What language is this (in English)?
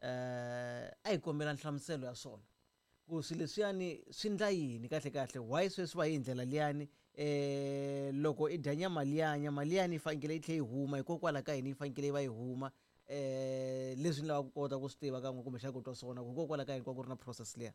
Tsonga